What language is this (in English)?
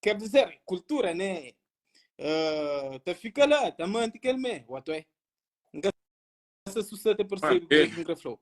Kabuverdianu